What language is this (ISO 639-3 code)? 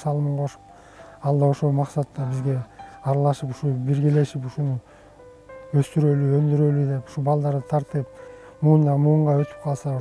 kir